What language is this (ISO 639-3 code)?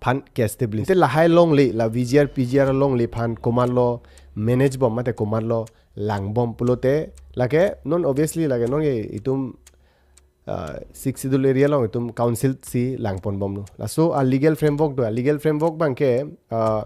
mjw